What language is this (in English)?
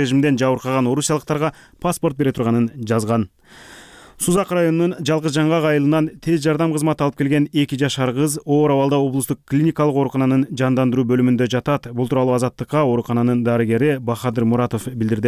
Kyrgyz